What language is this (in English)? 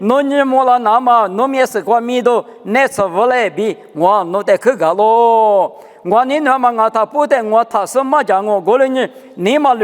Lisu